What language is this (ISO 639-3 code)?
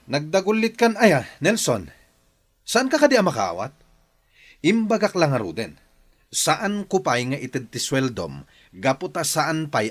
ilo